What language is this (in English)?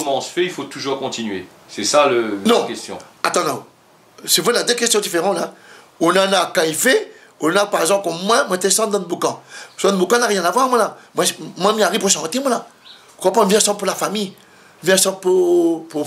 Réunion Creole French